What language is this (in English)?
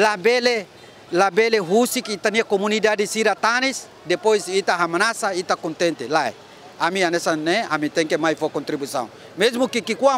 Tetum